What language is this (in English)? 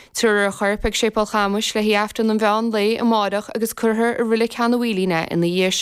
Irish